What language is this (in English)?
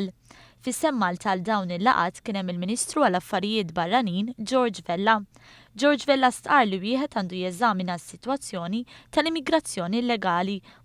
Maltese